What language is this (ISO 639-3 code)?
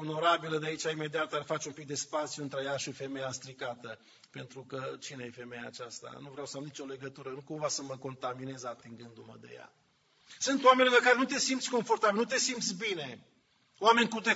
ron